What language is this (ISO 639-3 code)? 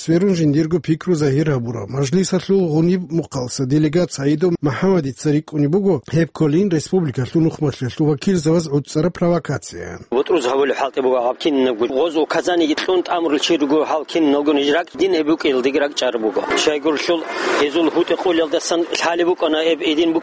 ava